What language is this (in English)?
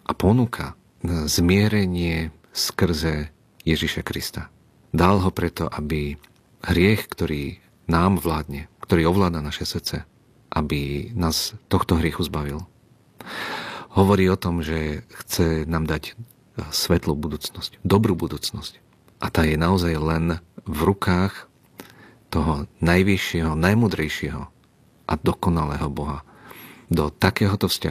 Slovak